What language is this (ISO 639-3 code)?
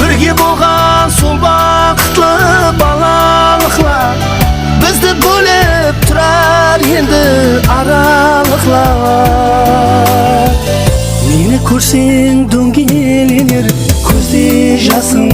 kaa